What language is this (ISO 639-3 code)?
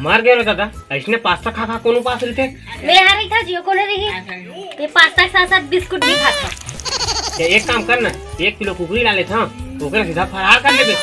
hne